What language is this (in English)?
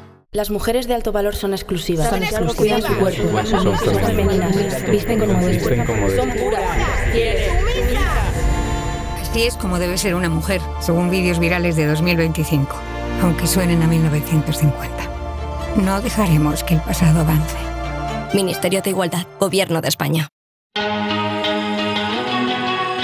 Spanish